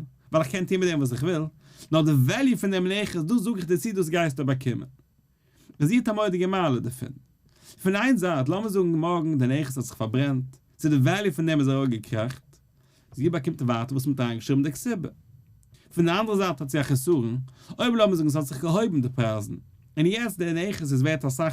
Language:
Yiddish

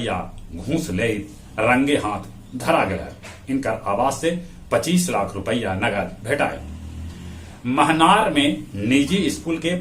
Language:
Magahi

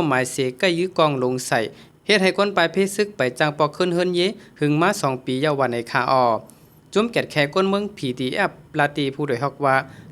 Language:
Shan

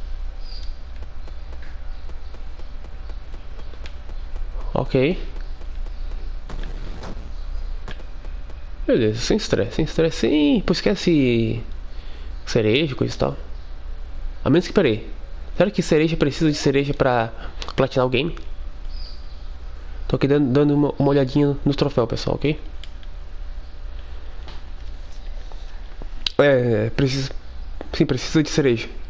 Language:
Portuguese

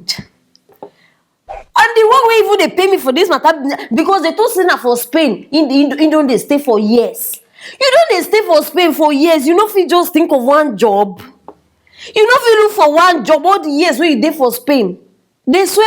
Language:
Nigerian Pidgin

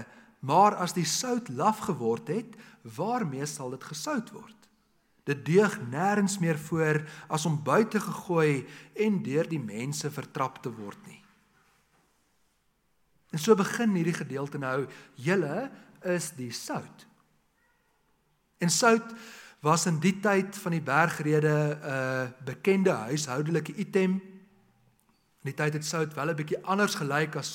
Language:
Afrikaans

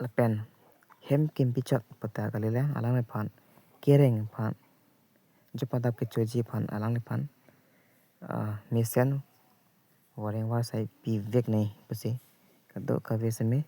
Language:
Karbi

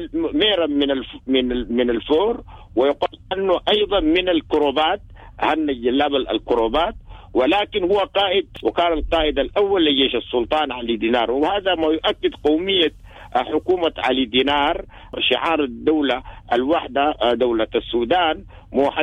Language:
Sudanese Arabic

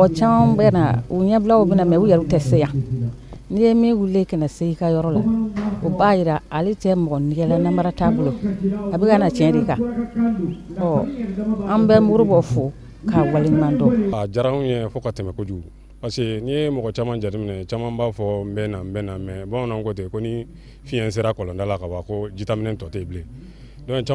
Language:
Bambara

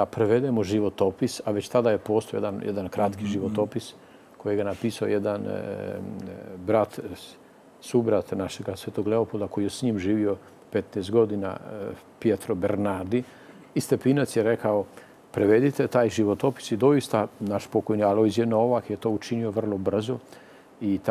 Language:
Croatian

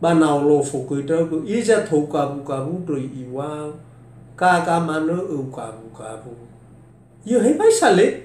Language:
Nias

